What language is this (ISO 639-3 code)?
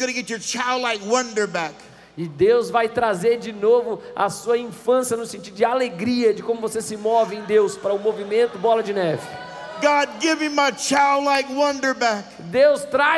por